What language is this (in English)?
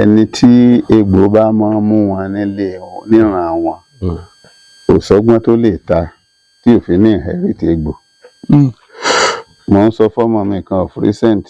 Yoruba